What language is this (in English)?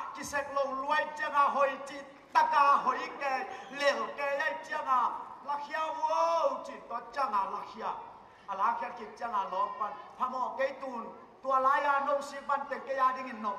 Tedim Chin